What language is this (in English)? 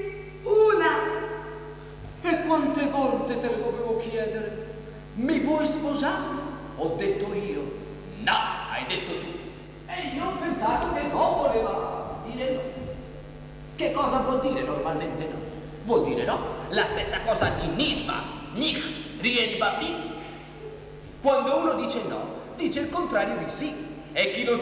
Italian